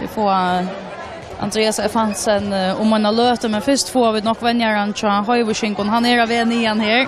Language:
Faroese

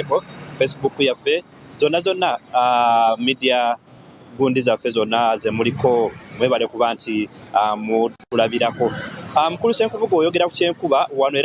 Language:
Ganda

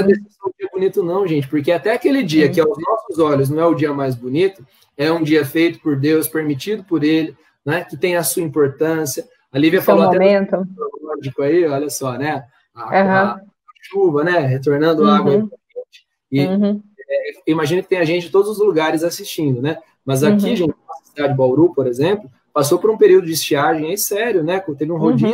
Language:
Portuguese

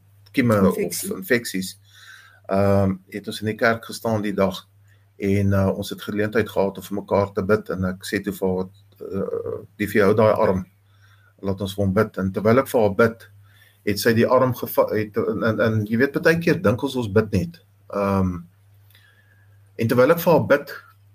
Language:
Afrikaans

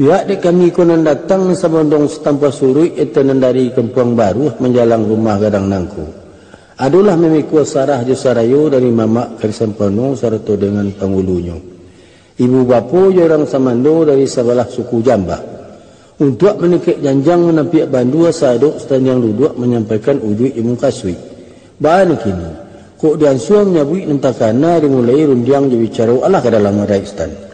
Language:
Minangkabau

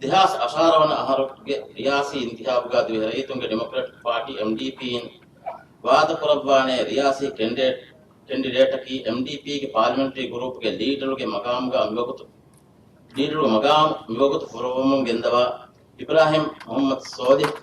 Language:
Divehi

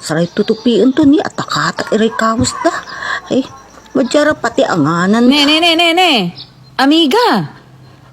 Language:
Pangasinan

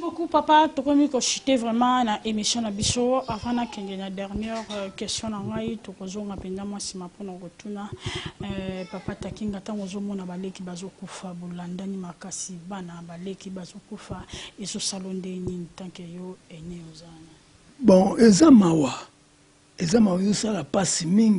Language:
Lingala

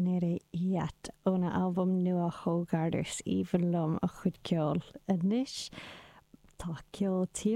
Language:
Irish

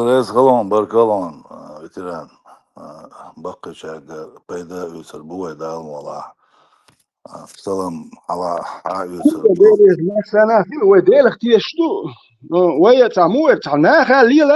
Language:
Chechen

